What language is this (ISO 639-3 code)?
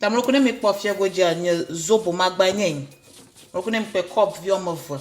ewe